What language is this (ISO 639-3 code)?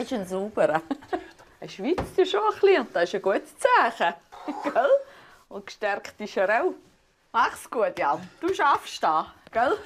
gsw